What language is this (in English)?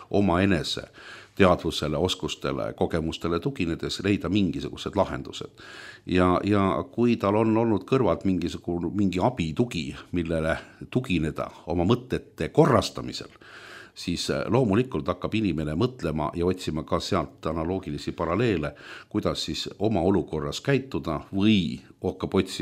Estonian